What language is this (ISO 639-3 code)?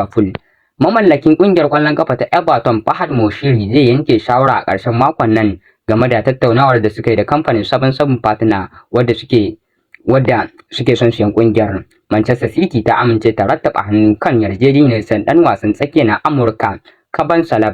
hau